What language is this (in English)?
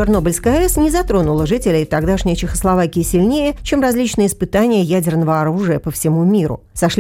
Russian